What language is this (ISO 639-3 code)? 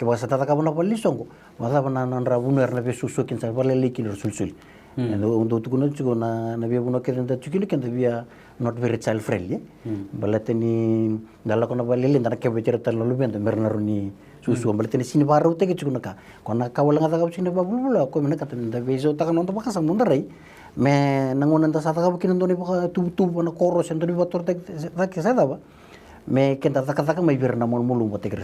fij